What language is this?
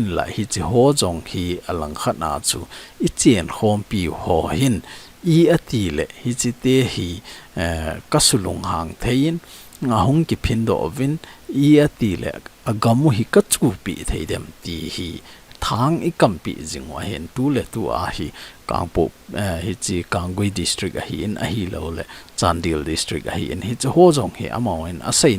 Thado Chin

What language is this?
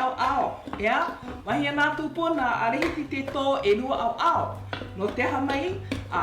Hawaiian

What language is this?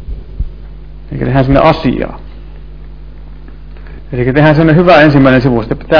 Finnish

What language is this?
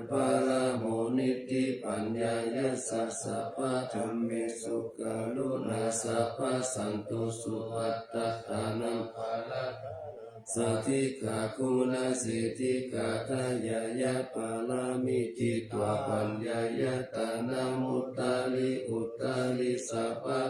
Pali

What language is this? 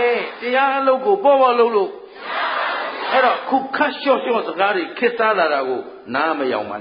Burmese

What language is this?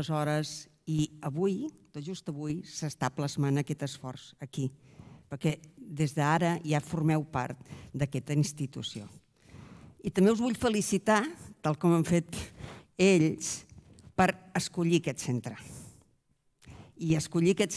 Catalan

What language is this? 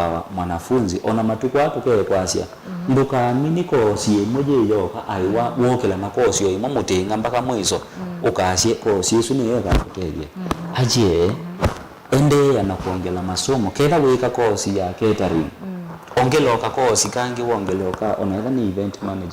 Kamba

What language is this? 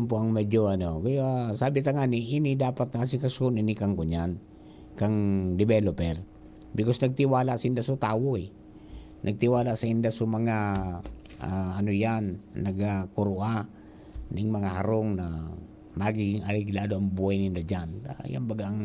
Bikol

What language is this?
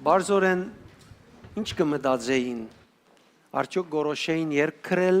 Western Armenian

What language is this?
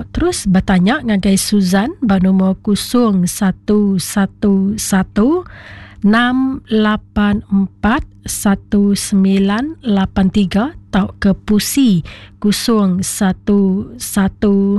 Iban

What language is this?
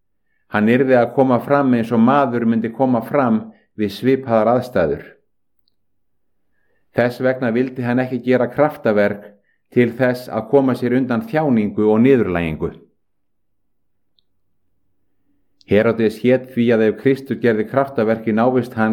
Icelandic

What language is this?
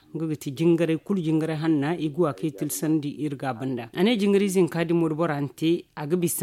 Zarma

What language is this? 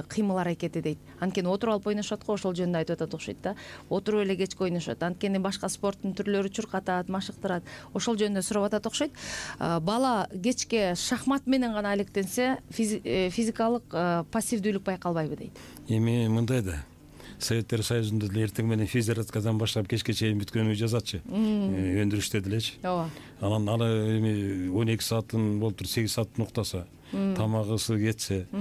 Kyrgyz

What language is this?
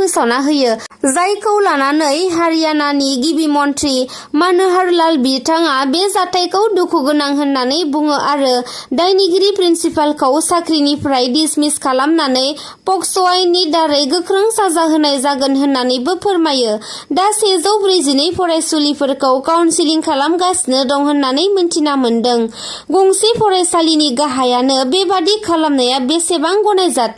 Bodo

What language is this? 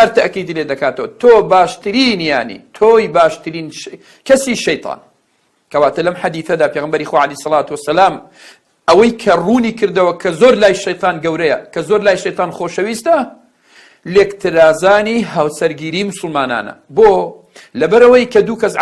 Central Kurdish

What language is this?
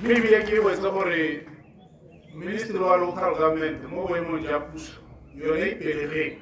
Tswana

